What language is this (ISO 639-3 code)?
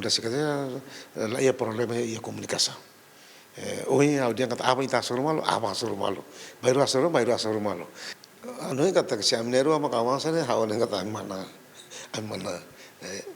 tet